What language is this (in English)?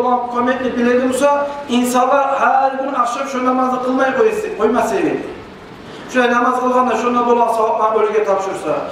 Kumyk